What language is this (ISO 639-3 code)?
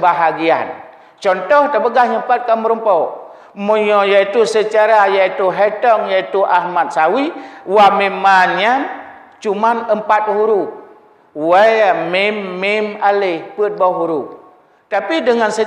ace